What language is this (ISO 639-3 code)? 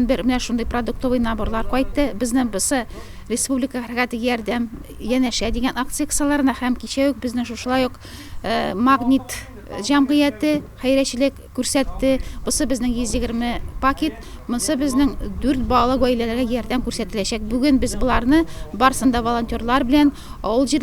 tat